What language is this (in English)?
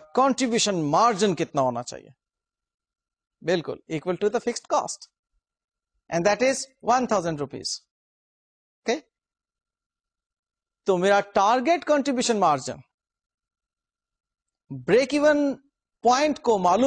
Urdu